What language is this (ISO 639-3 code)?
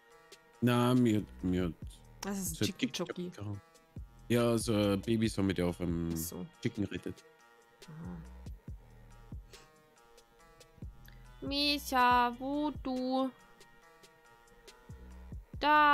deu